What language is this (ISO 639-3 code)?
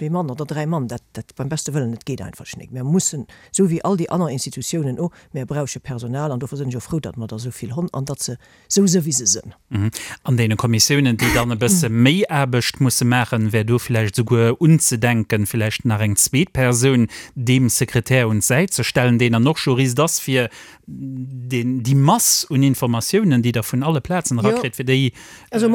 ltz